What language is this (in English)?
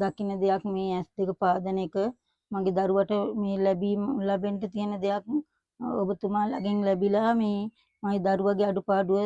Sinhala